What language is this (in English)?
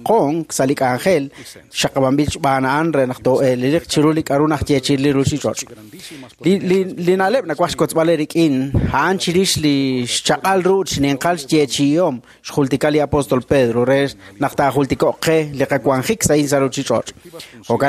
Kekchí